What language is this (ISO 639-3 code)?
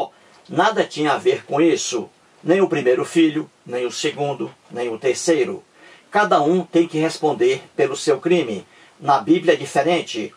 por